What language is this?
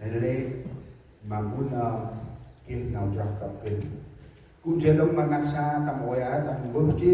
Central Mnong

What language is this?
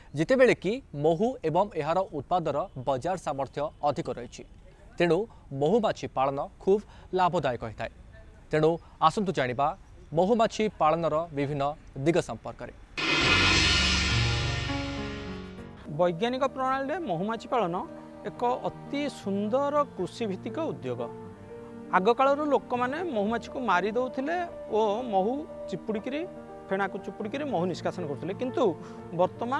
Odia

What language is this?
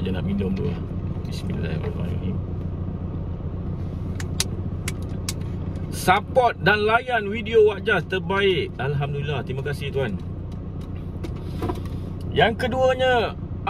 Malay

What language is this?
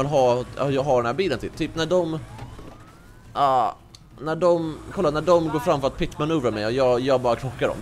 Swedish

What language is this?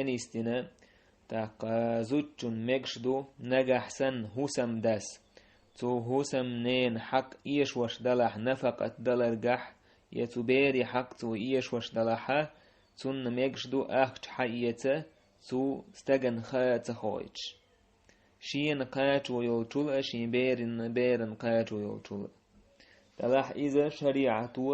Chechen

